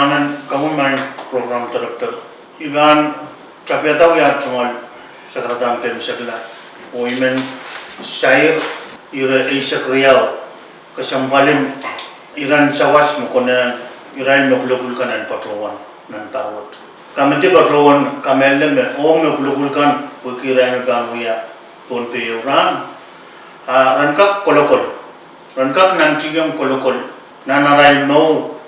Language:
Pohnpeian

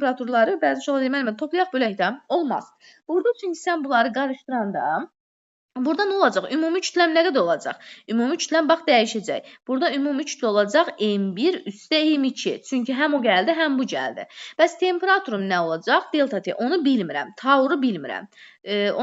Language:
Azerbaijani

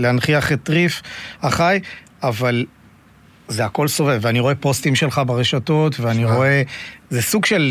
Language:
Hebrew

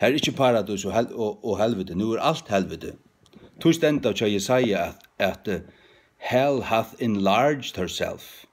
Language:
Faroese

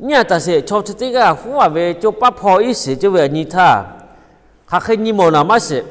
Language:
Lahu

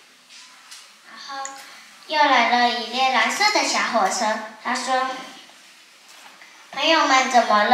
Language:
Chinese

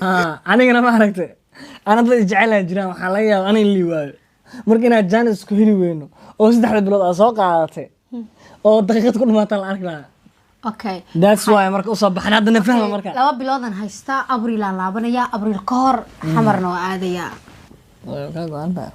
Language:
Somali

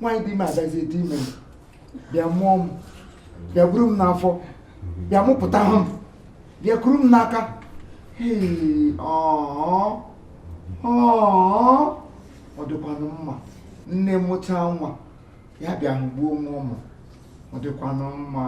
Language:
Igbo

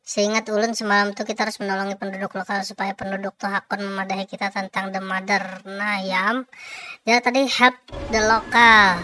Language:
Banjar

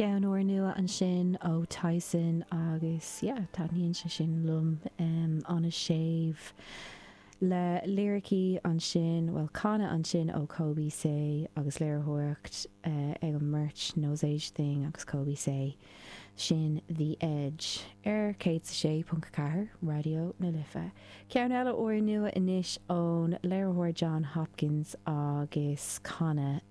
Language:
Irish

